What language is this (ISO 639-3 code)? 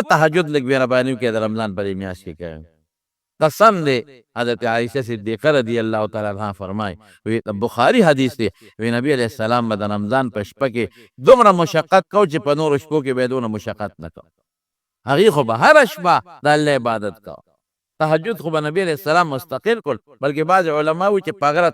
pus